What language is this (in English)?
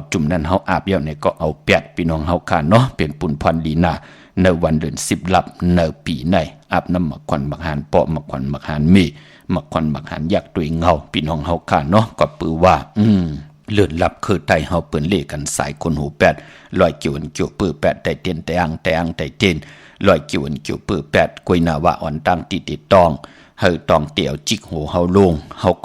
Shan